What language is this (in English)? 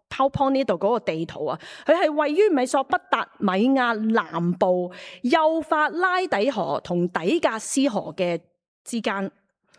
Cantonese